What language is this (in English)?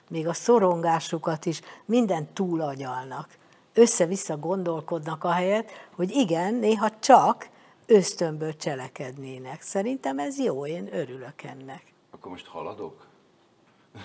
Hungarian